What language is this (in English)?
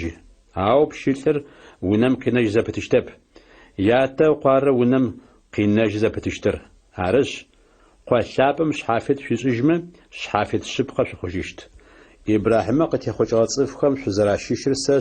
Adyghe